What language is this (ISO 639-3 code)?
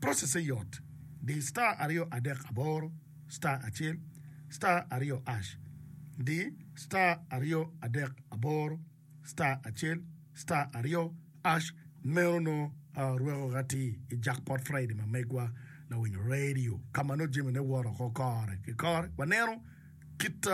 ach